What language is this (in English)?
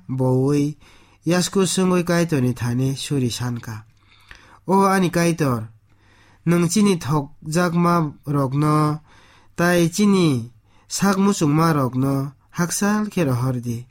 Kok Borok